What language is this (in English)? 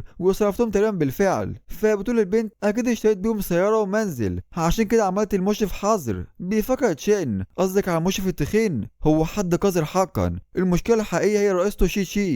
Egyptian Arabic